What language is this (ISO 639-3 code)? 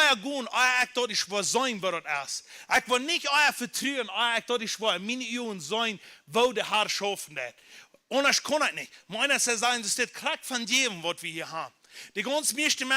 pdt